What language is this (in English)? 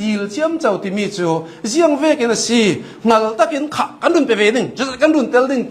Hakha Chin